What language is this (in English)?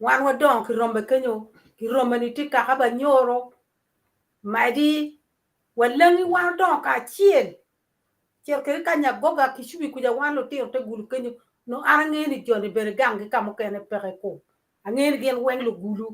Acoli